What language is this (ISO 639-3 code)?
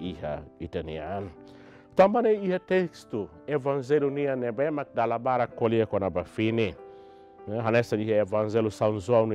tet